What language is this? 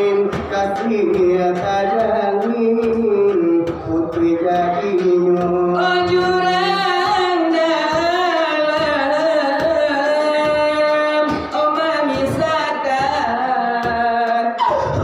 Minangkabau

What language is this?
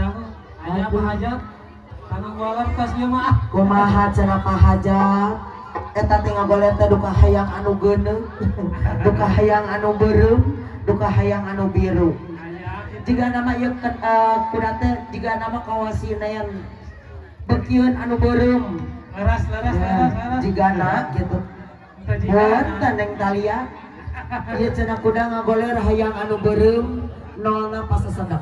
Sundanese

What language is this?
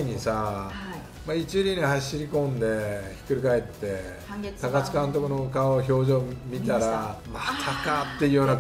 Japanese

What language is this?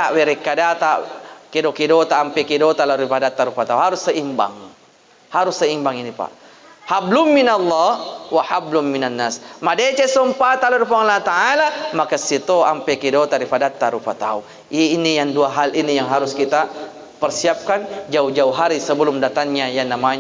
Buginese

